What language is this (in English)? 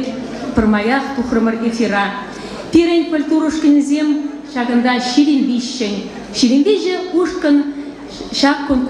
Chuvash